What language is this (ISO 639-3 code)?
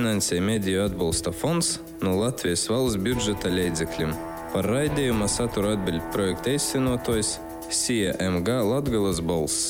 lav